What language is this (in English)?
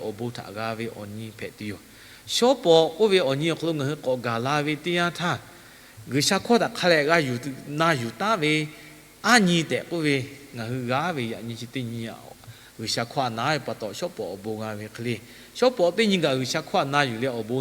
Lahu